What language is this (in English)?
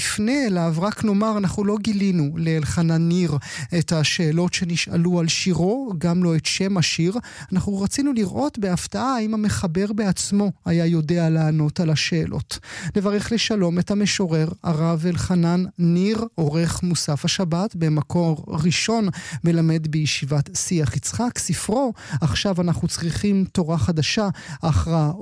Hebrew